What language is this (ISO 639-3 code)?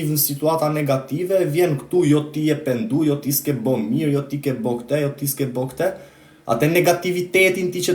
sqi